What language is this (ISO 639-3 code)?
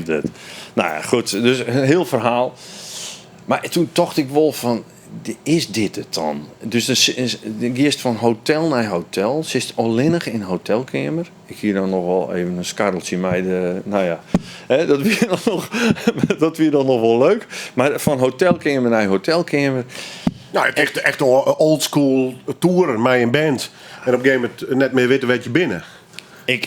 fry